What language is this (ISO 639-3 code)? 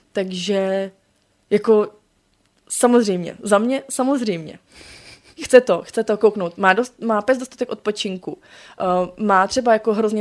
ces